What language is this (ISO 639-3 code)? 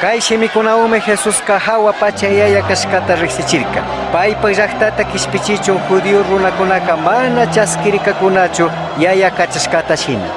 qug